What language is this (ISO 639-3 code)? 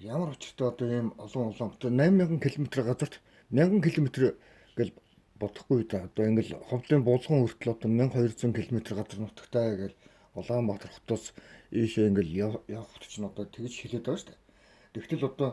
mon